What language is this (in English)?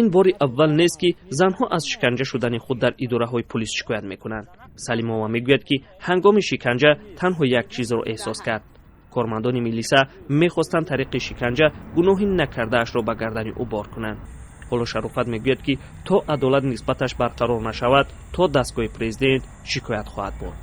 Tajik